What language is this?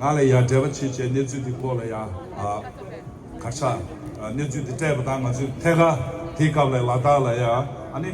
Tibetan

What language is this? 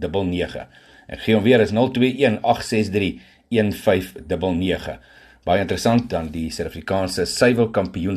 Afrikaans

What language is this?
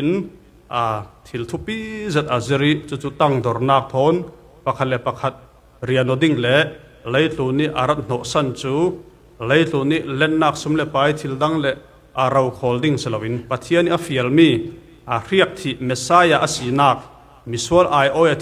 Falam Chin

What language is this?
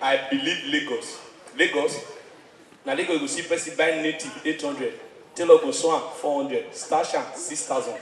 Nigerian Pidgin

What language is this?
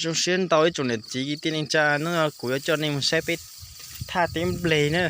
Hmong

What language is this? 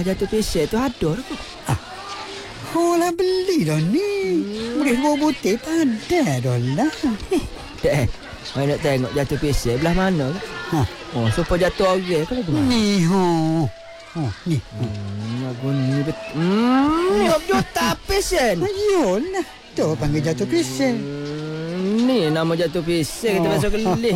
Malay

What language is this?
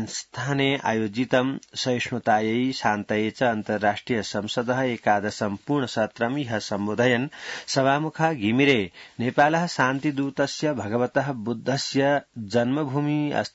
Sanskrit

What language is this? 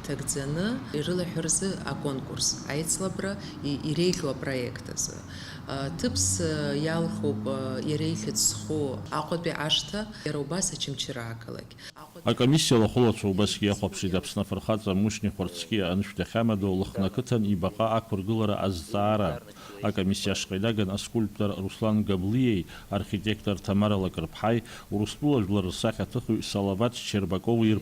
Abkhazian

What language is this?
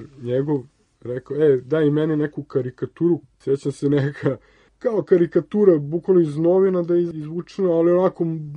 Serbian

